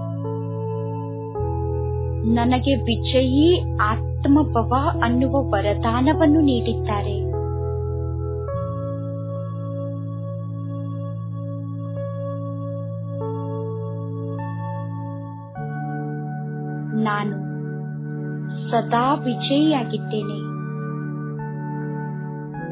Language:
Kannada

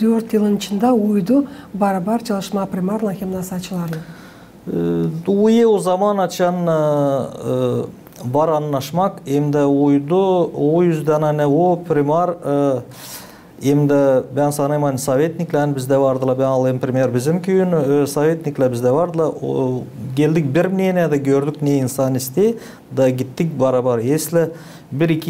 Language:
Gagauz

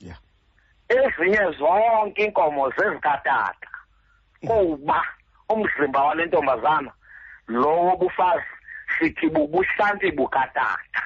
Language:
Xhosa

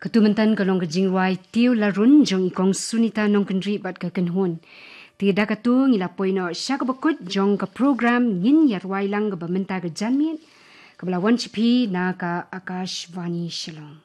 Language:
Khasi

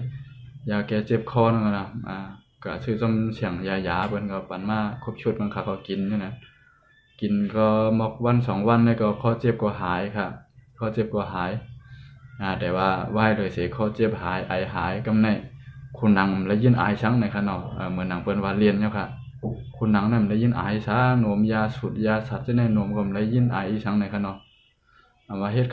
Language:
Shan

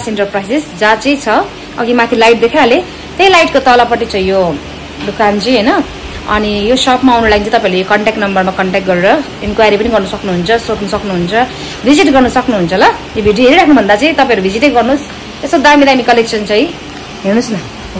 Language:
Nepali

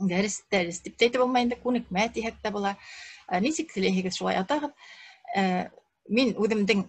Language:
Bashkir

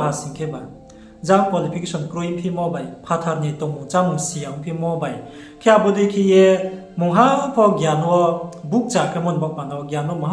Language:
Riang (India)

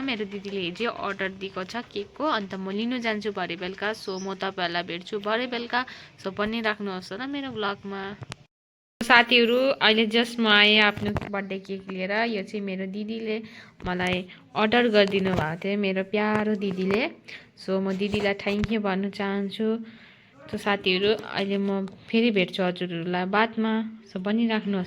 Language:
Nepali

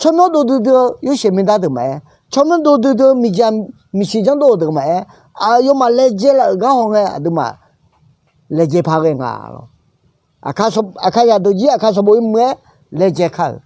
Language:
Akha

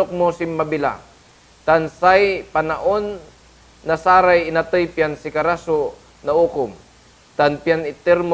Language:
Pangasinan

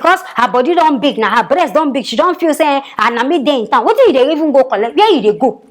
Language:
Nigerian Pidgin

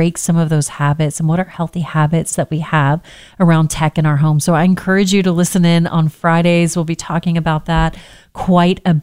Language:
English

